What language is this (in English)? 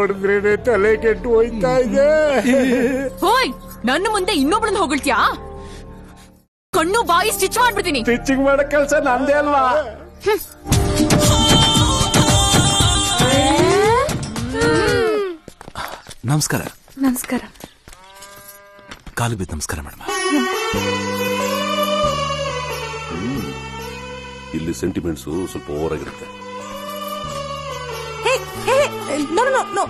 Kannada